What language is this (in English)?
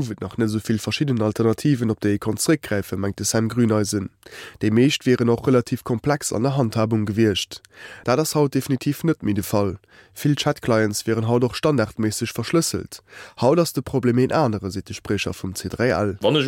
Luxembourgish